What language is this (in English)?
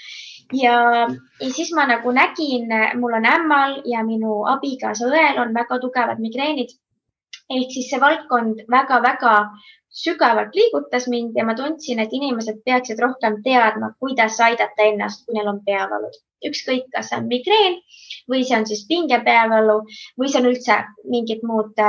Estonian